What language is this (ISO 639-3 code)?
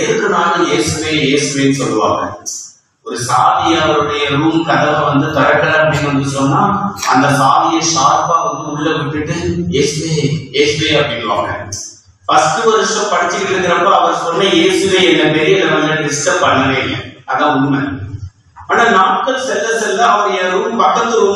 tam